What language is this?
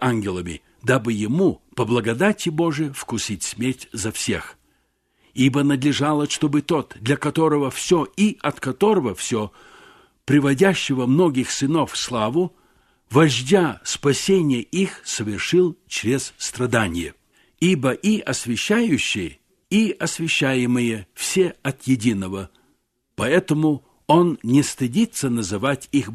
Russian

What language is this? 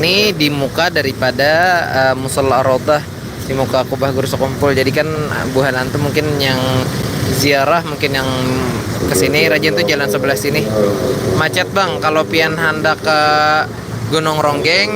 Banjar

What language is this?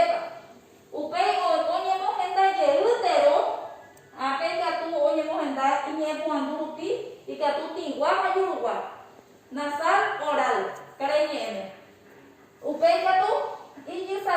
Guarani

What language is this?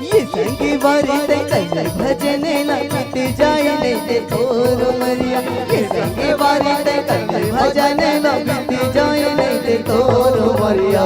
Chhattisgarhi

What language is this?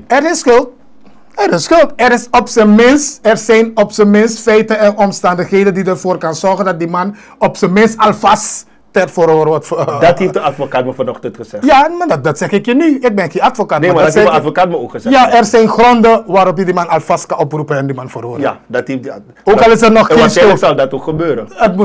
Dutch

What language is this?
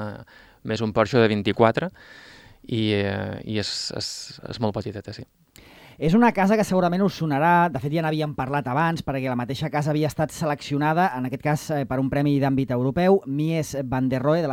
Catalan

